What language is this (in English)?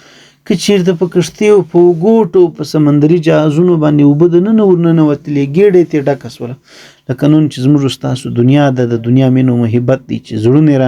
Pashto